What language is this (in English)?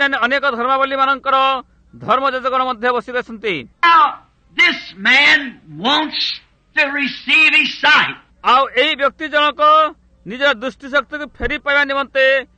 Odia